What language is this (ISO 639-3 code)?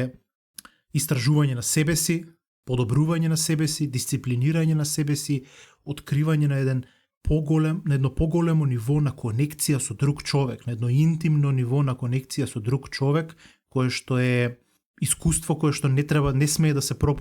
mkd